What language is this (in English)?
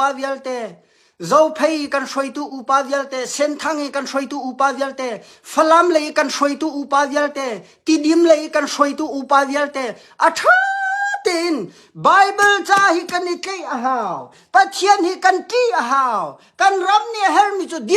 Hakha Chin